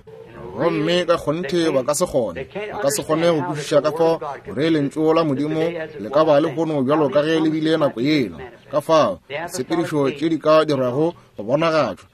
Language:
Northern Sotho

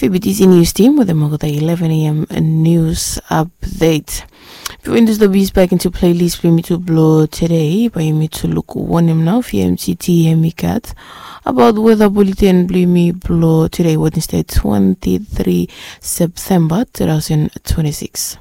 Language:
Bislama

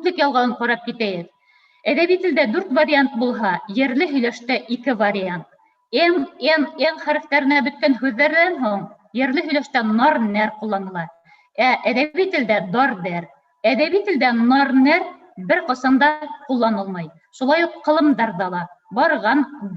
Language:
Bashkir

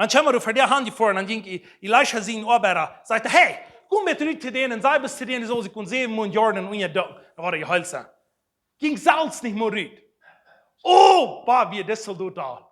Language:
Plautdietsch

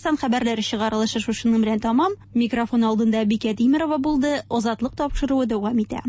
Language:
Tatar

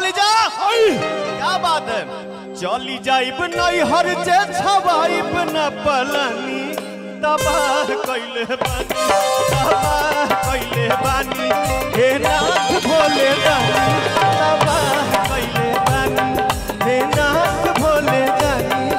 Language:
Bhojpuri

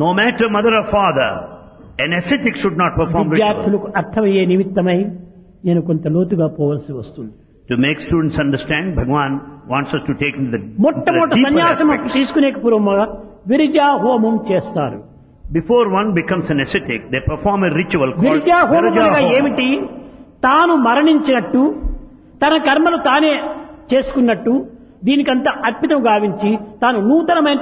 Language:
Telugu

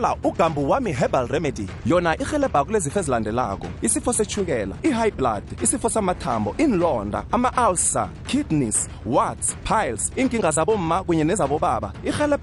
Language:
South Ndebele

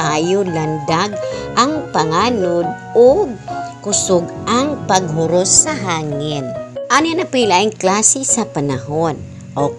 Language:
Cebuano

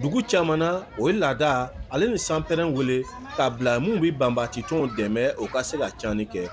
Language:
Bambara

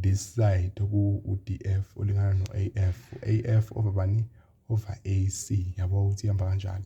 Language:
Zulu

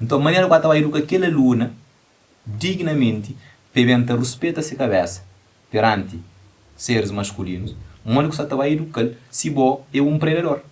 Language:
Kabuverdianu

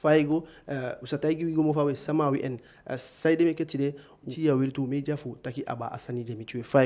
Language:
Eastern Maroon Creole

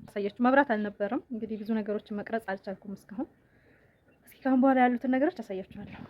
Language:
Amharic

